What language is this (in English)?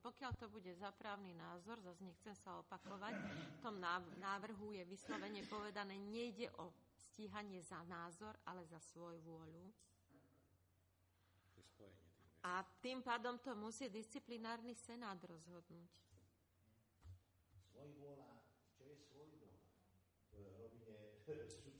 Slovak